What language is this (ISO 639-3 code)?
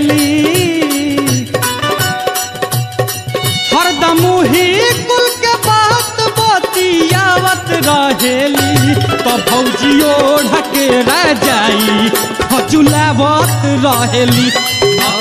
bho